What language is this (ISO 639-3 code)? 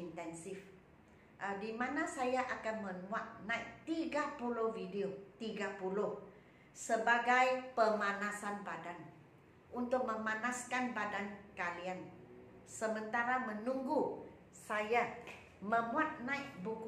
msa